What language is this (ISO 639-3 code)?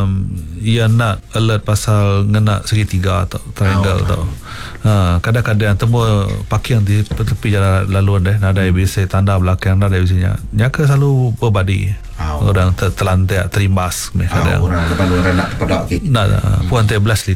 msa